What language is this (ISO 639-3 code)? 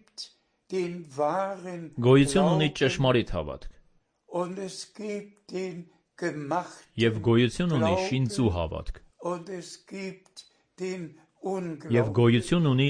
hye